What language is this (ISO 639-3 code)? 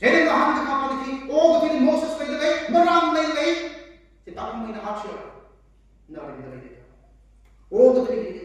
nmf